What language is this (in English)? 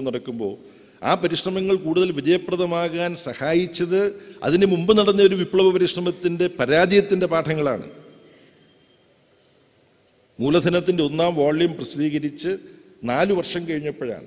Malayalam